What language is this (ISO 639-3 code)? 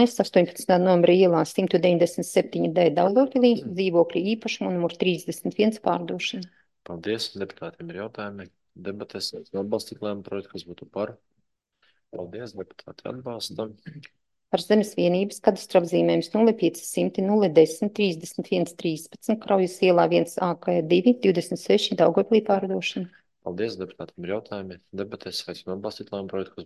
lav